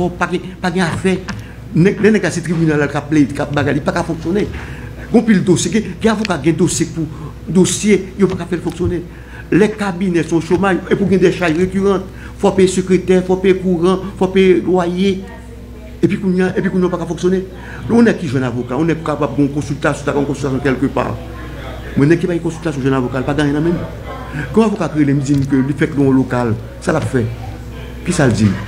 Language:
Haitian Creole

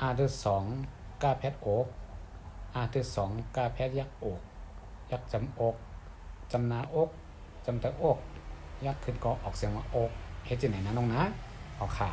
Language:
Shan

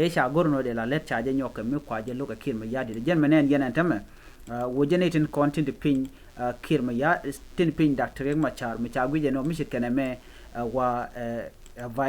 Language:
Nuer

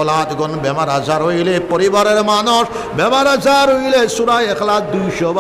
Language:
Sylheti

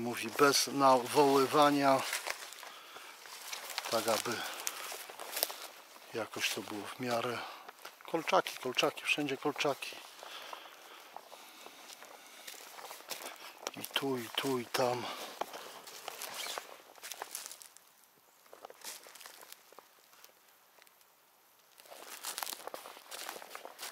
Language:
Polish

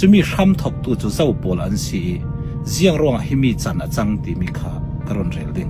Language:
Falam Chin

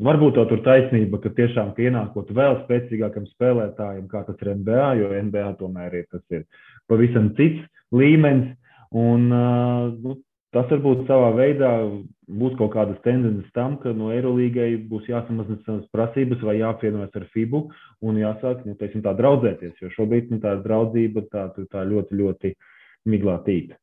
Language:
Latvian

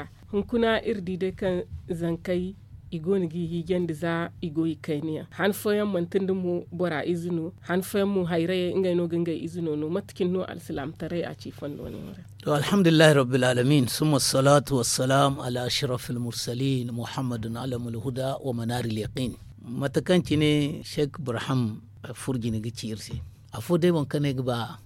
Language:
Zarma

